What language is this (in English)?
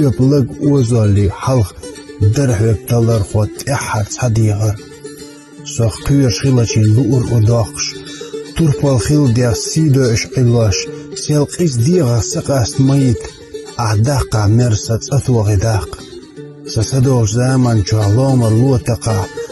Chechen